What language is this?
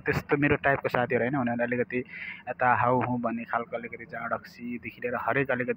Nepali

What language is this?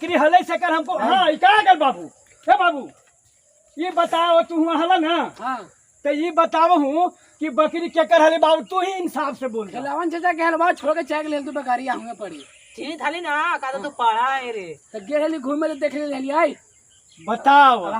Magahi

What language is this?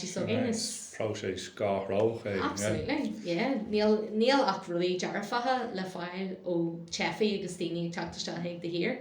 Irish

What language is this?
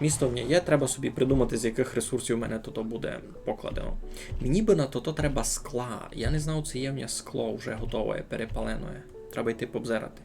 Rusyn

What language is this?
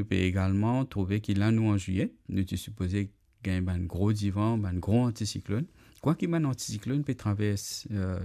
Morisyen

